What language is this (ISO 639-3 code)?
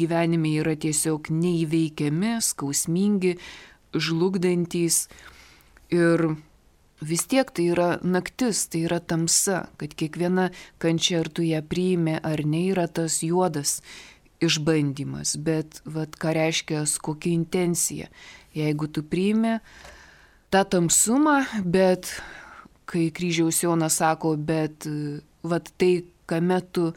lit